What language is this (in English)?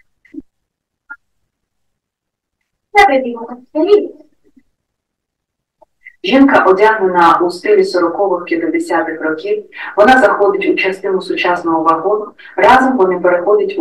Ukrainian